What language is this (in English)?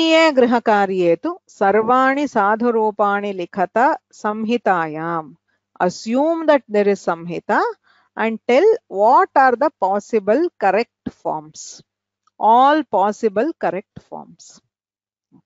Sanskrit